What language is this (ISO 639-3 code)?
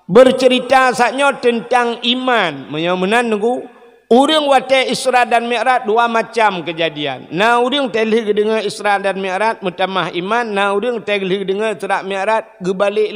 ace